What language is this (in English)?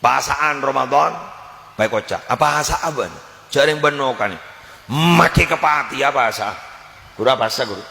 Madurese